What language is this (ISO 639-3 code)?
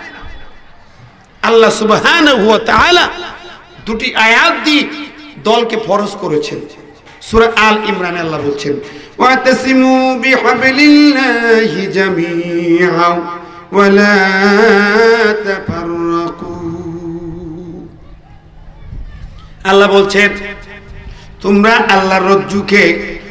ben